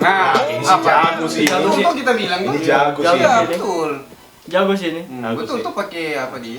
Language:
Manado Malay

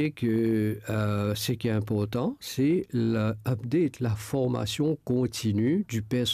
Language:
Morisyen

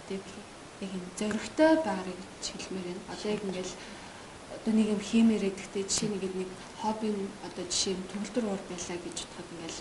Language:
Mongolian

